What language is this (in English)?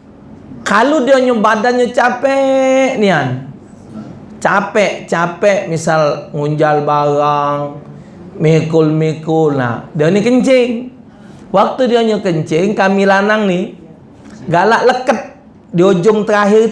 Musi